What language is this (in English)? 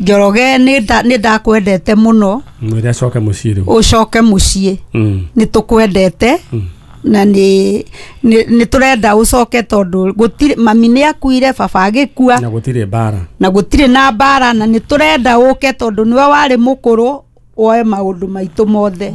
Kikuyu